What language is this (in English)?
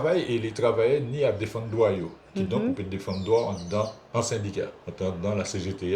Guadeloupean Creole French